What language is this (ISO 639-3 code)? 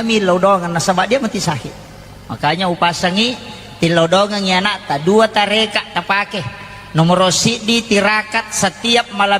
bug